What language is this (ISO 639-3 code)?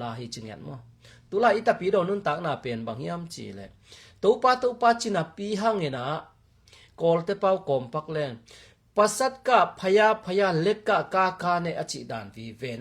ctd